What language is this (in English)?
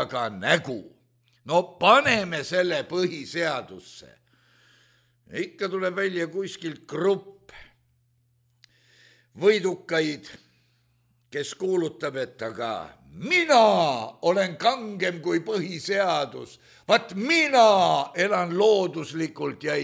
Estonian